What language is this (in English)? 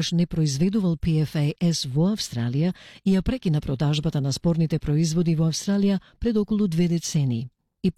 Macedonian